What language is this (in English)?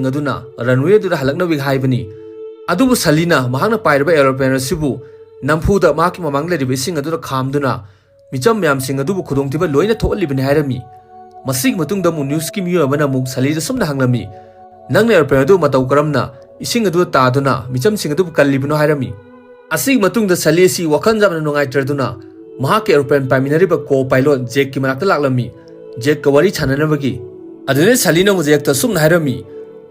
Manipuri